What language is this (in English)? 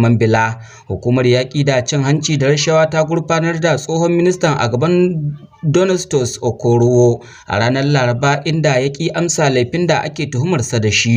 Hausa